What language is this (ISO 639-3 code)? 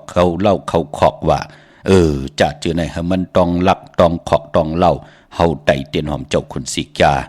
shn